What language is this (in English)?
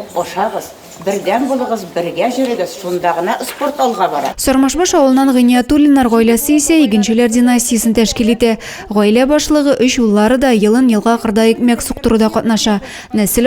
Tatar